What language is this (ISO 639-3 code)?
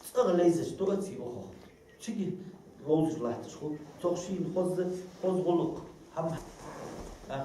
inh